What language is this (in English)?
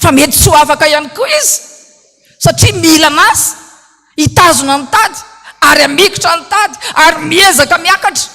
Malagasy